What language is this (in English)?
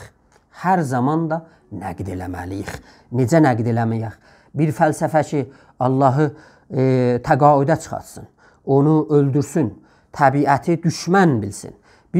South Azerbaijani